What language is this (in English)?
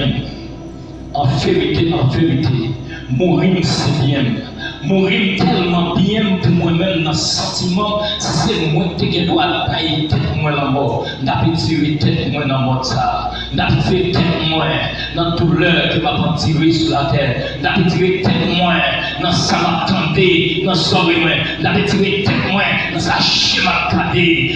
Haitian Creole